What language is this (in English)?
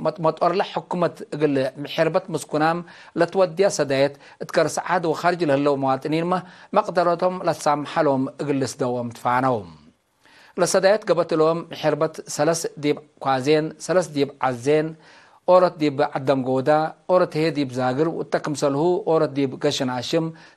Tigre